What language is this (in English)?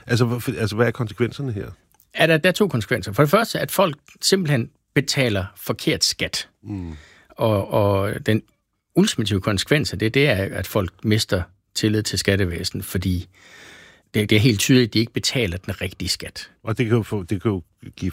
Danish